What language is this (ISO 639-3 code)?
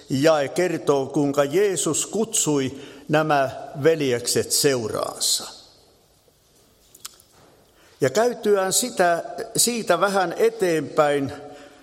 fin